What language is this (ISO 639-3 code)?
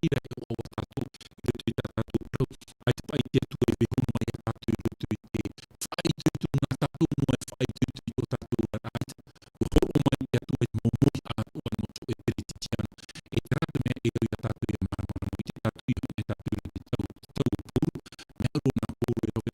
tah